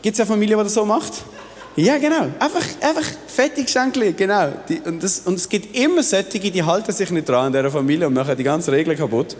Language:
Swiss German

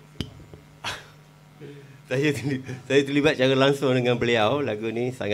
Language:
Malay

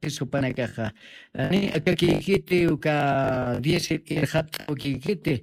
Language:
Aymara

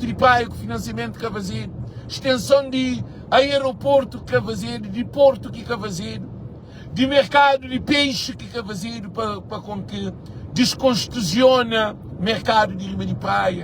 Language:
Kabuverdianu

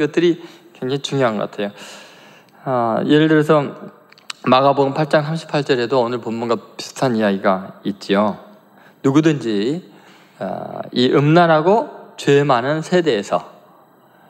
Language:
Korean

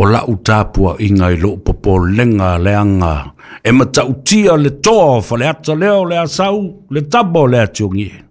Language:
Samoan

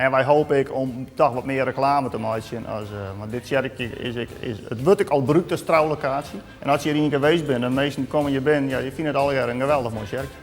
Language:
Western Frisian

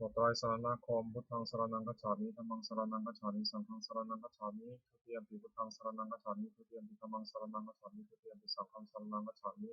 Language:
Pali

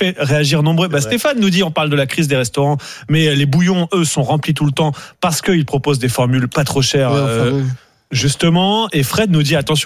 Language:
French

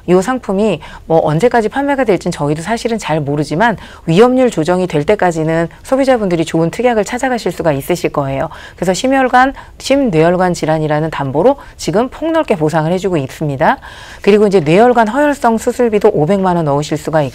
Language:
Korean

